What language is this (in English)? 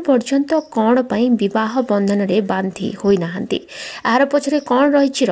Odia